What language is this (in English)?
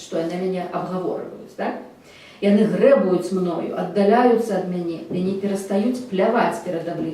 Belarusian